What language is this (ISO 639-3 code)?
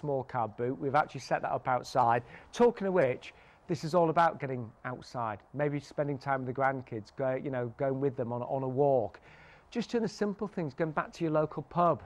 eng